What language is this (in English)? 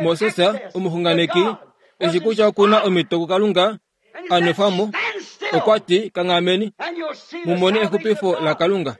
Kuanyama